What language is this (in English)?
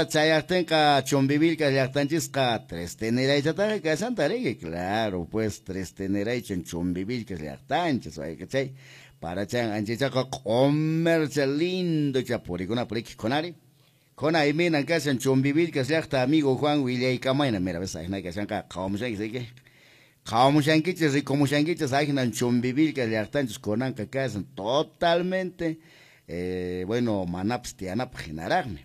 Quechua